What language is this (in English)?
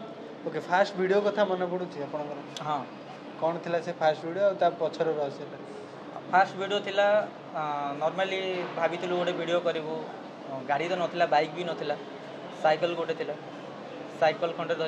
Odia